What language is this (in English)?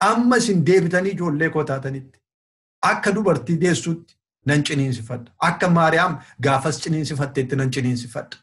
Oromo